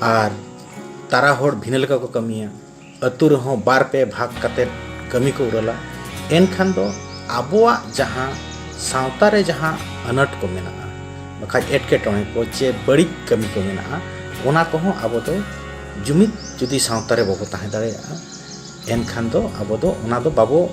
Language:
Santali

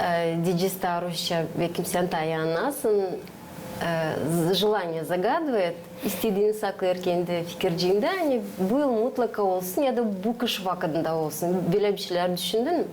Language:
Gagauz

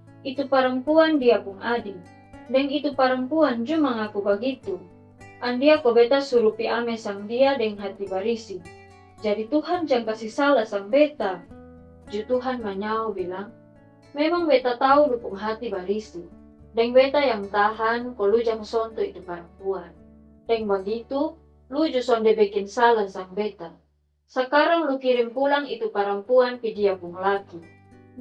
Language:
Kupang Malay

